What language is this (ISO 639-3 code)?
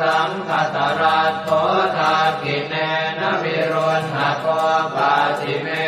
pli